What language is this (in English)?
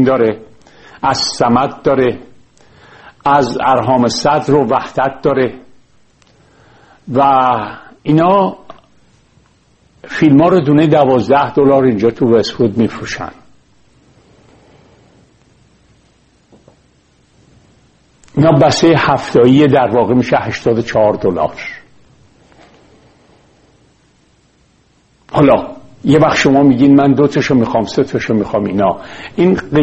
Persian